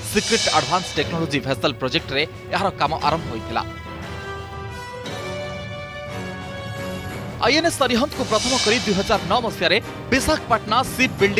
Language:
Odia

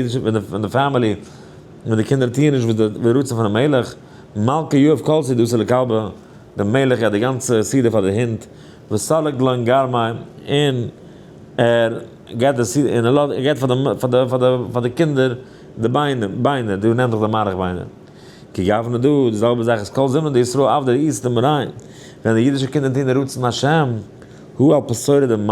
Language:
Yiddish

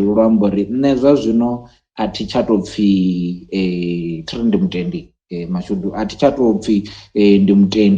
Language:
Venda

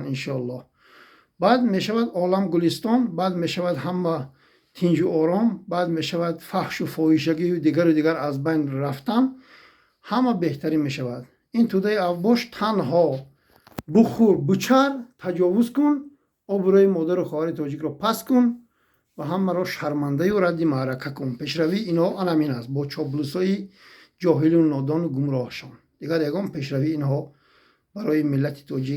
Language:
Tajik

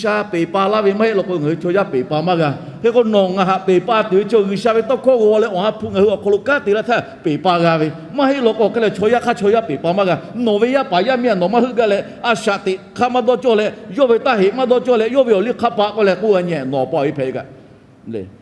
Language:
Lahu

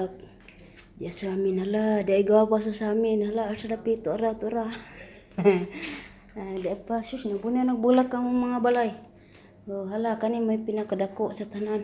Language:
Cebuano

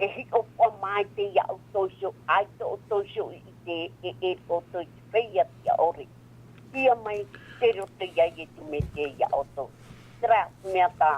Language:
Tahitian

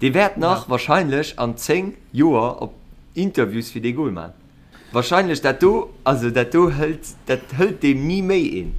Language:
Luxembourgish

